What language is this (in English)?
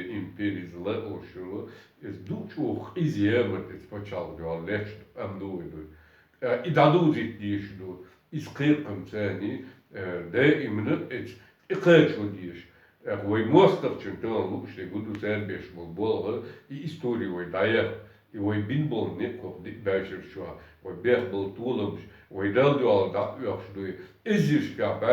Chechen